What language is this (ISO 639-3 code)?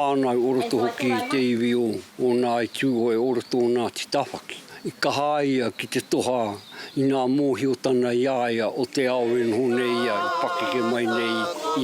mri